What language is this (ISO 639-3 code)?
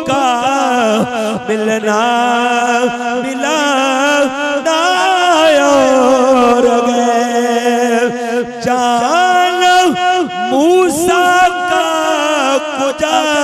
urd